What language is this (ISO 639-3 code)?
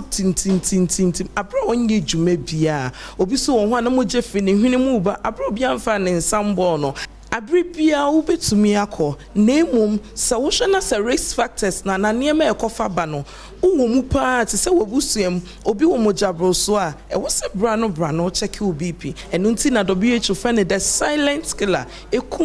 aka